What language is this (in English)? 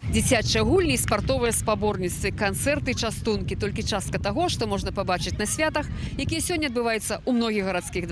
Belarusian